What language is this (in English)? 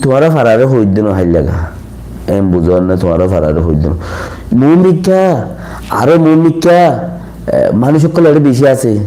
Rohingya